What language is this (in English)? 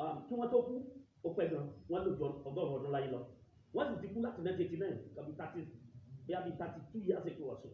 Yoruba